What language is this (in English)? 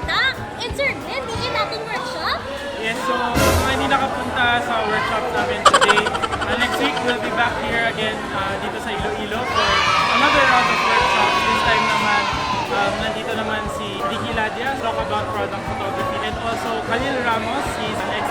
Hiligaynon